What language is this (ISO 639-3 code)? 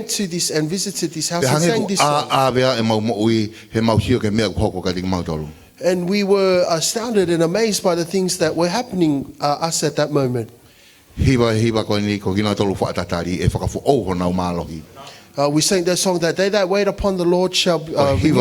ton